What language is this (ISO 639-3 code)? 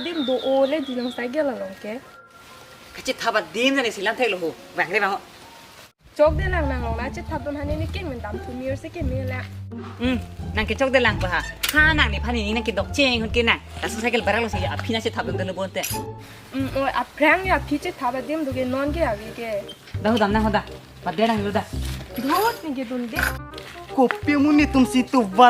mjw